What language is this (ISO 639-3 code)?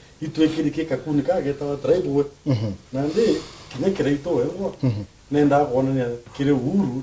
mer